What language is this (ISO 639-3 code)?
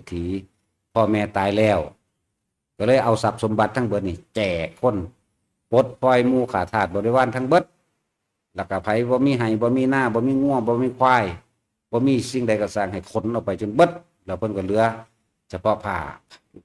lao